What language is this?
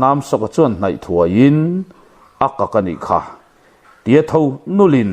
Mizo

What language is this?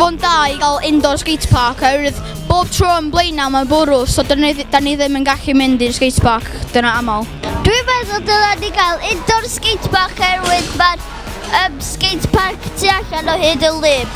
Welsh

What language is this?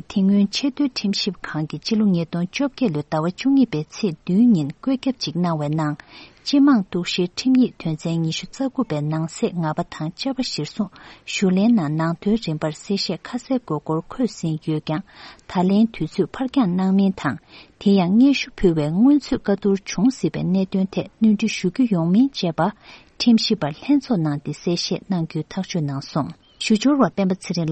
Tibetan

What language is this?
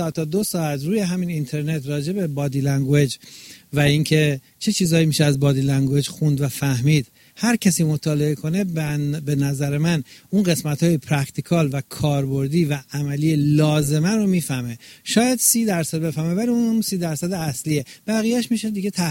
Persian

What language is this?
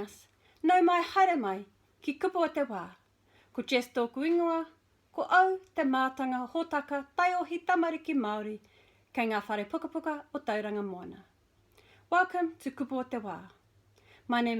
Māori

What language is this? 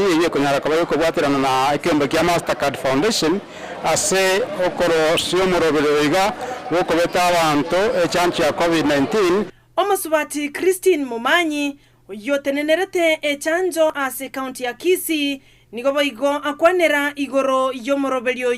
Gusii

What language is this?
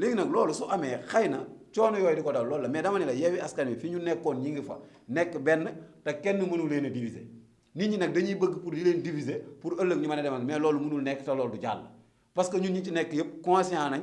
Wolof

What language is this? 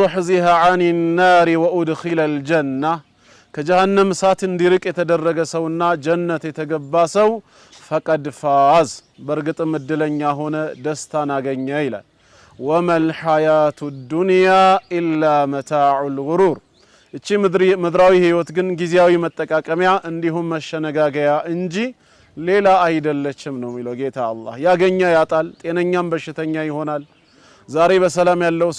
Amharic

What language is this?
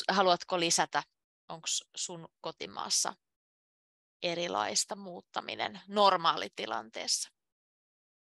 Finnish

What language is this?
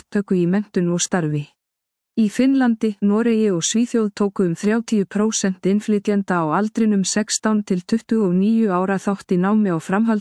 Icelandic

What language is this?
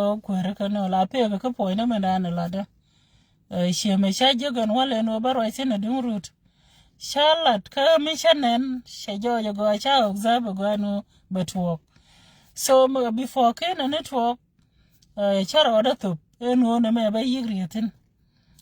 Nuer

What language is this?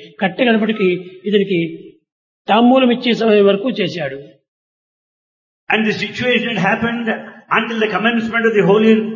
Telugu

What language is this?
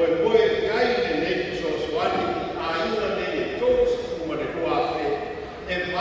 Samoan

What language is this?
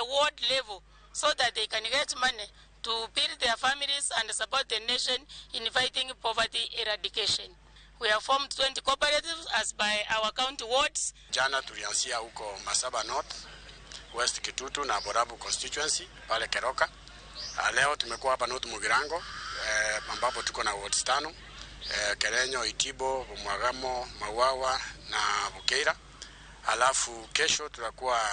Luo (Kenya and Tanzania)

